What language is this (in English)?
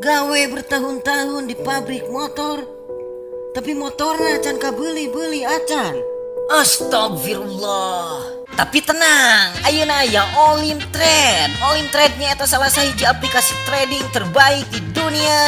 Sundanese